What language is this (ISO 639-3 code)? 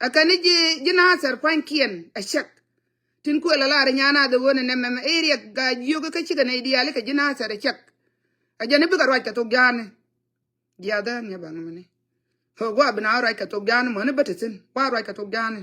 nus